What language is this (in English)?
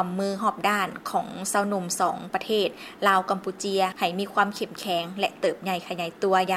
Lao